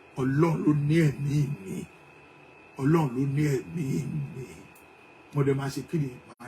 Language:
Yoruba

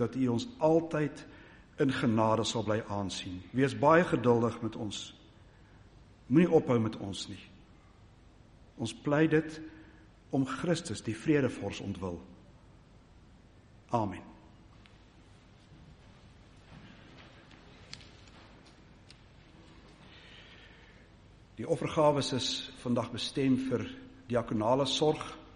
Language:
Afrikaans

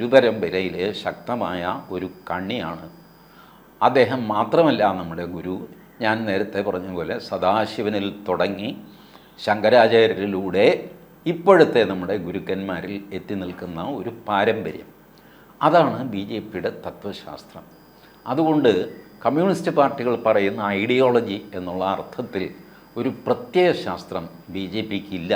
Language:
Malayalam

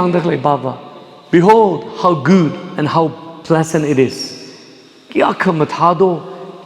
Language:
Tangkhul Naga (India)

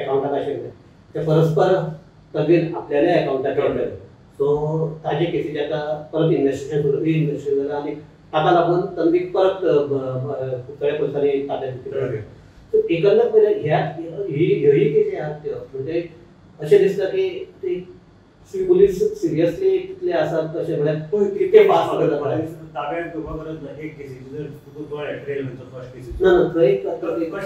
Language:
Konkani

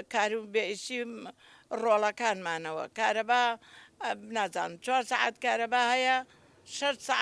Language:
Central Kurdish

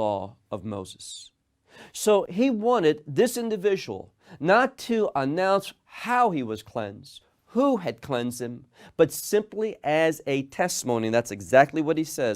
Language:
English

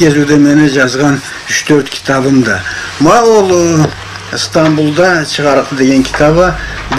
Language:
Karachay-Balkar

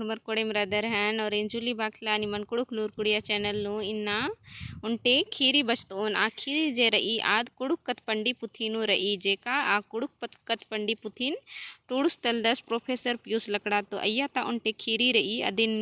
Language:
Kurukh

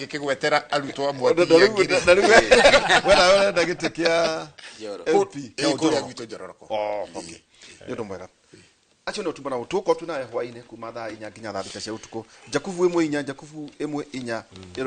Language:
Kikuyu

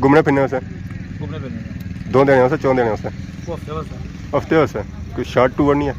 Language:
Pahari-Potwari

